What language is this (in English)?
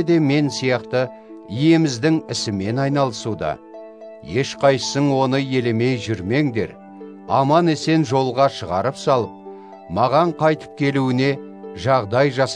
Kazakh